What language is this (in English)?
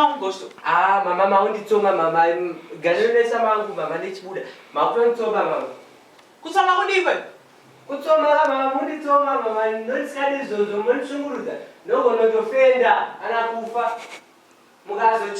Shona